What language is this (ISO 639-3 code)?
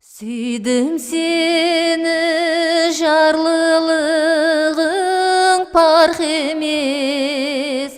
kaa